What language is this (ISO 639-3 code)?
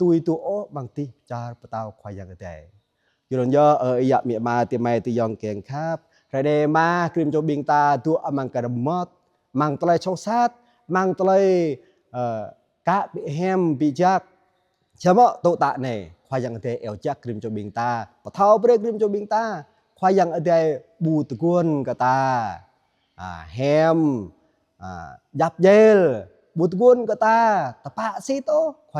jra